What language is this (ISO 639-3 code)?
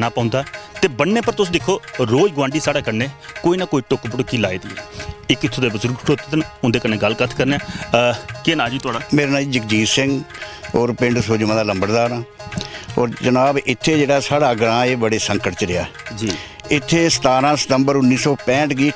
doi